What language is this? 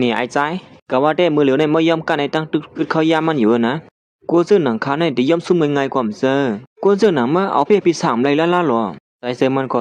Shan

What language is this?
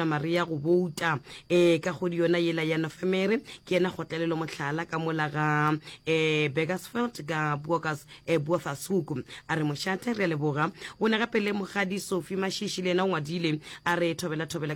Northern Sotho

